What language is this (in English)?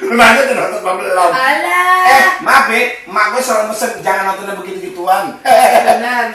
Betawi